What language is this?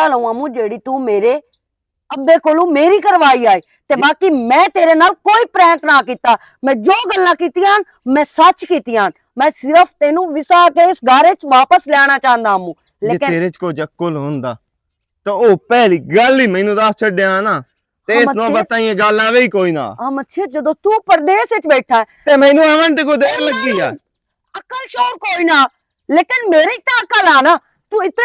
Western Panjabi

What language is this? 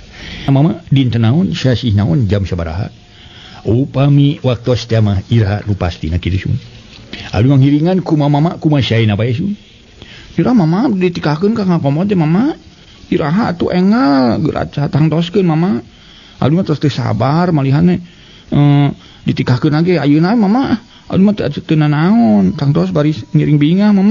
Sundanese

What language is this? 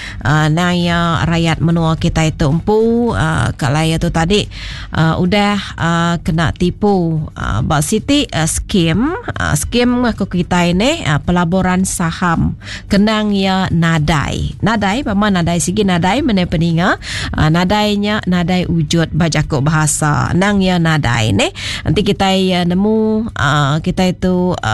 Iban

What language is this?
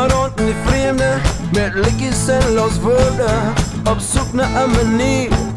Afrikaans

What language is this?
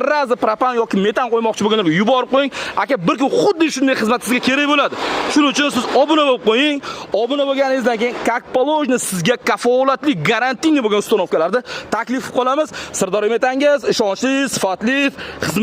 Uzbek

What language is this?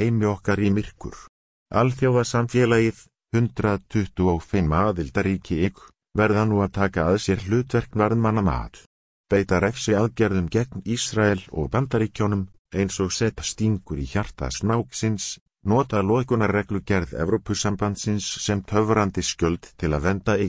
Icelandic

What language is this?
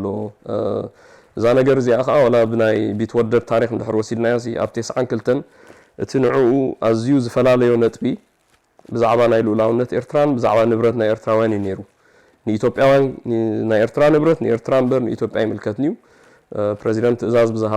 Tigrinya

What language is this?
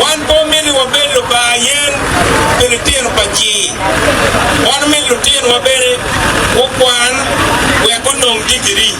Acoli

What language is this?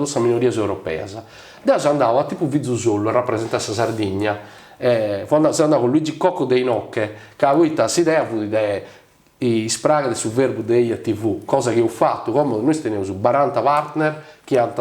Sardinian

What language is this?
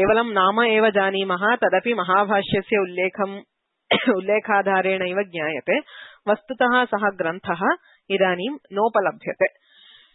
Sanskrit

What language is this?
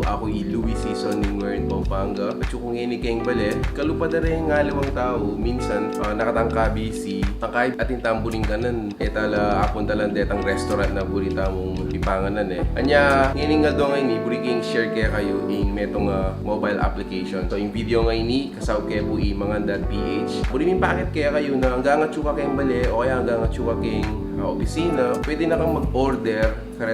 Pampanga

